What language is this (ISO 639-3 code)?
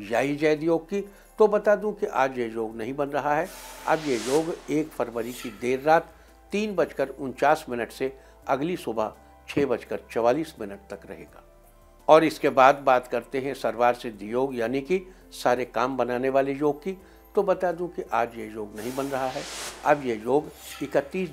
hin